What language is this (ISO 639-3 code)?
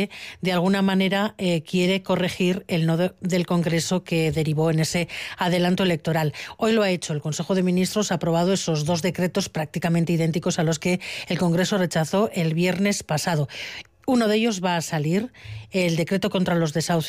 spa